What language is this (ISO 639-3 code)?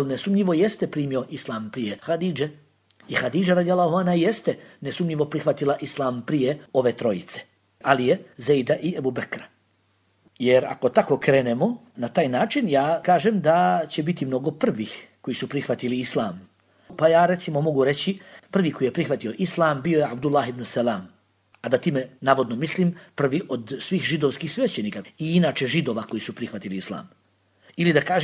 bos